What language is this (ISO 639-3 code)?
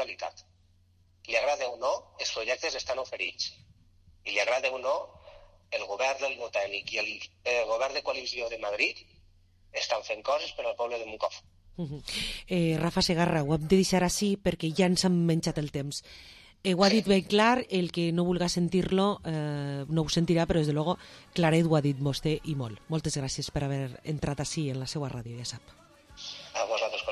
cat